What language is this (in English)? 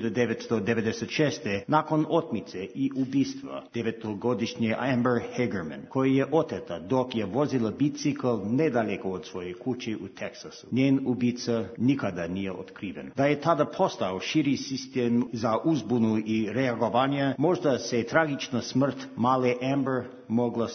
Serbian